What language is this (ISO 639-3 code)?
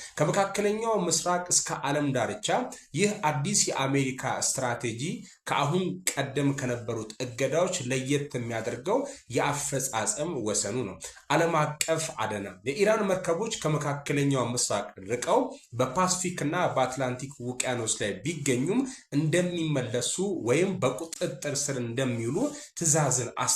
amh